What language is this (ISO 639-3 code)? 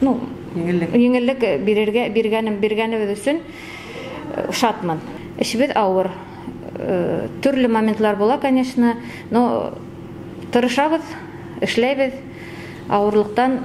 bak